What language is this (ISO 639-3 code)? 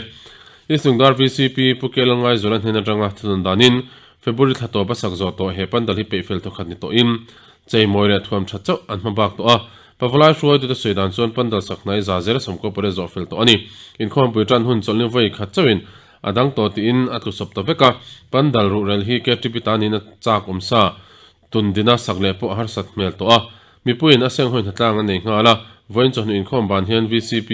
lus